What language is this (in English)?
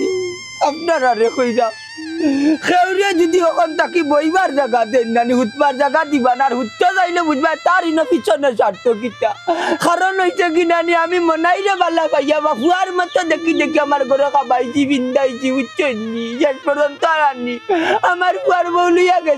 Sylheti